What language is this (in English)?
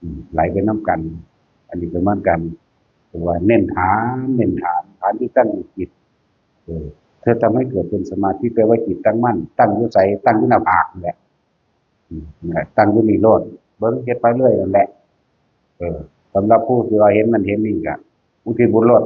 Northeastern Thai